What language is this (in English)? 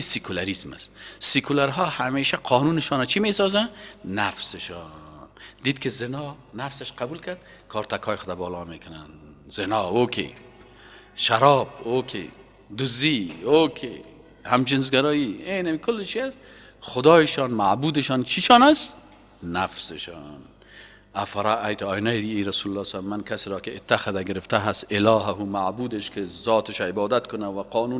Persian